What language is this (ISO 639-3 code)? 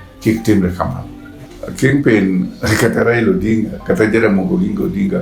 luo